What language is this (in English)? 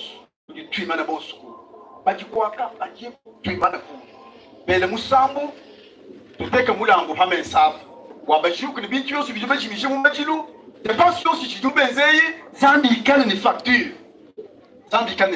Luba-Lulua